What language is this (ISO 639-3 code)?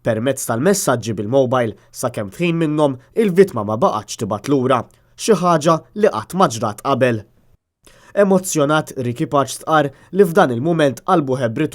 mlt